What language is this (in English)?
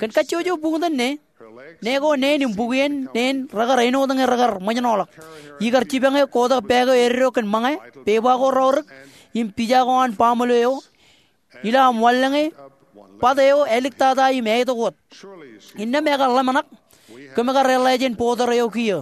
Marshallese